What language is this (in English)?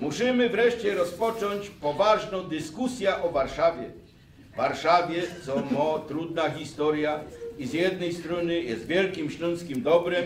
Silesian